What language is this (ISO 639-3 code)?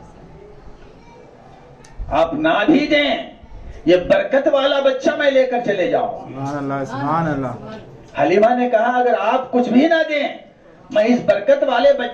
urd